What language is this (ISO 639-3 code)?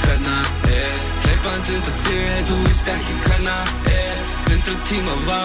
isl